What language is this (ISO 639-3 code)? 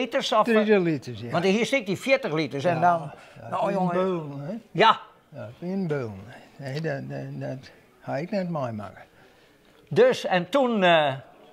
fry